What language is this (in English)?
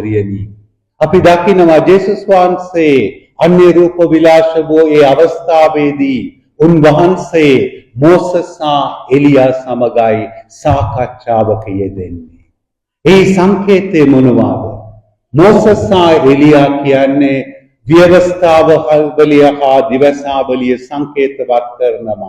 Sinhala